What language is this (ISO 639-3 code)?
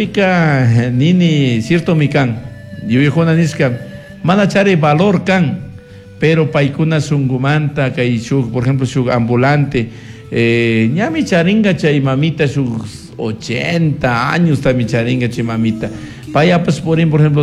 qug